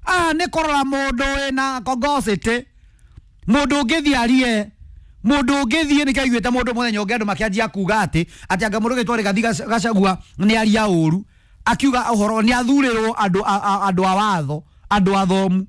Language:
Kikuyu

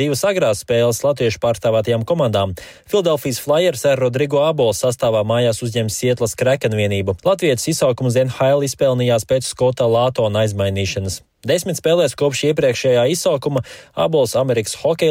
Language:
Latvian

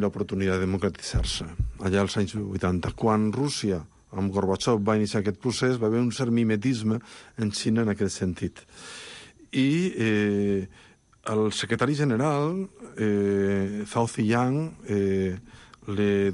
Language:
Catalan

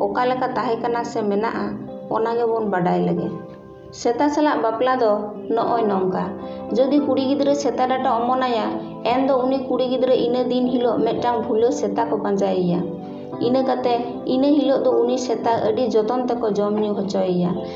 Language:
Santali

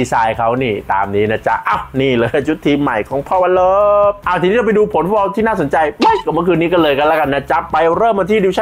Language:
Thai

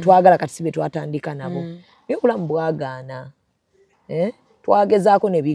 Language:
Ganda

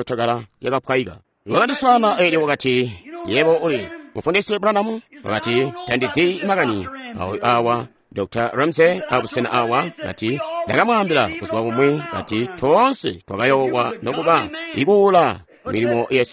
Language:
Tonga (Zambia)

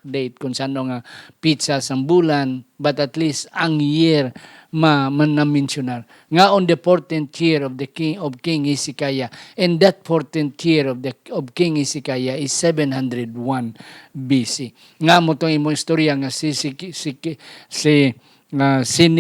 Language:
Hiligaynon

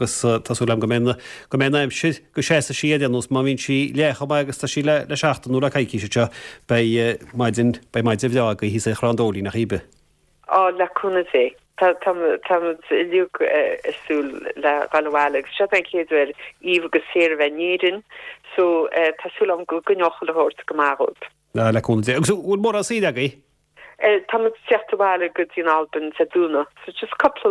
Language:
Irish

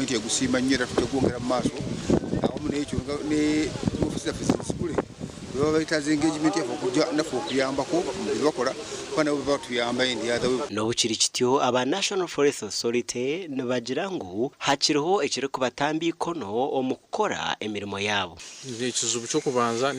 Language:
Nyankole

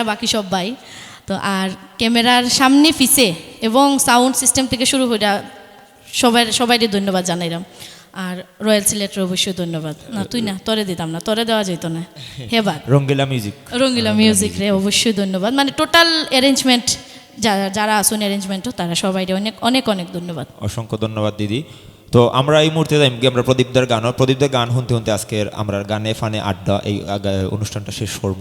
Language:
Sylheti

